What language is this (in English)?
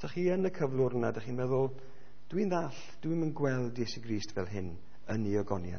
Welsh